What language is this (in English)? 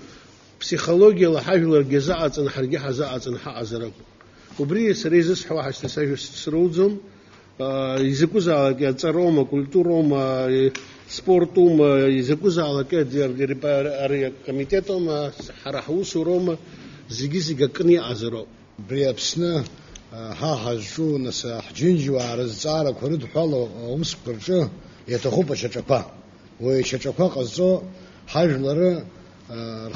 Abkhazian